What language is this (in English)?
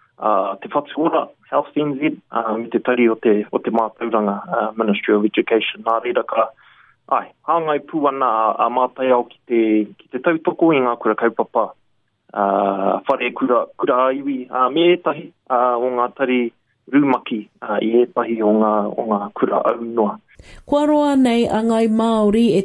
Māori